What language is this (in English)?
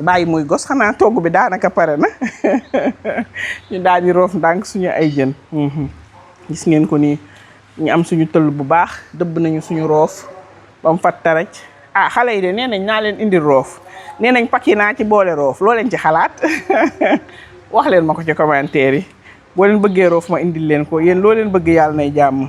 Wolof